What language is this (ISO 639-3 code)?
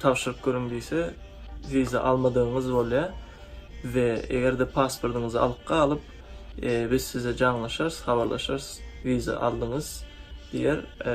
tuk